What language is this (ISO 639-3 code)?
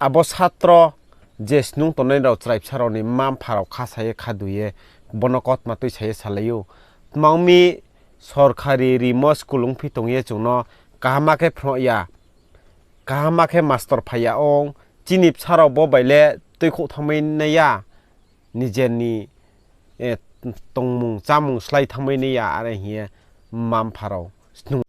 ria